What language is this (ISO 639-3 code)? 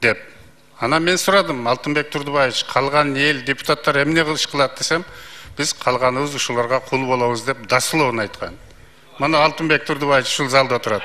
kir